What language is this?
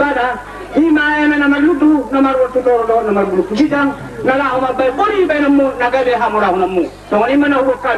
Batak Toba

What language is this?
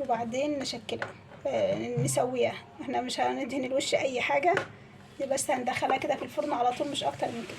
Egyptian Arabic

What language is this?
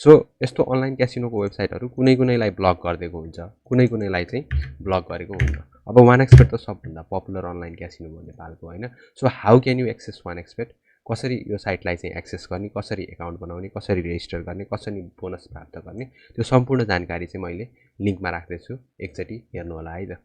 Nepali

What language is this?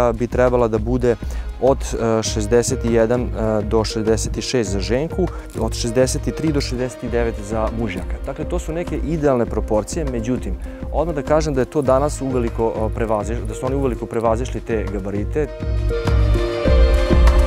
Serbian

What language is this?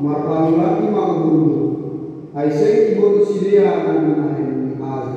Batak Simalungun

